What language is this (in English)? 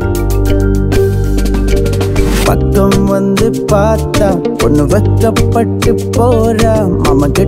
Tamil